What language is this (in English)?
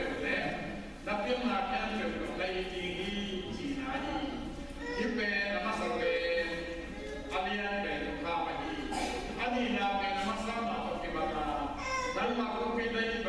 Tedim Chin